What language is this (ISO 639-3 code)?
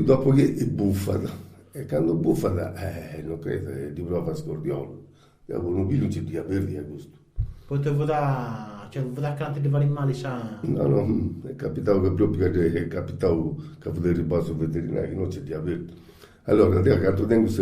srd